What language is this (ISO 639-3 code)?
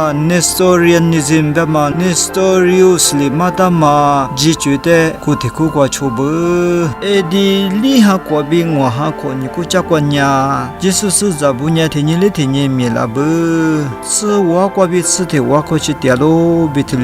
lis